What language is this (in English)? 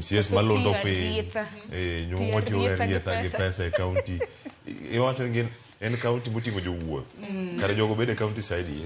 Luo (Kenya and Tanzania)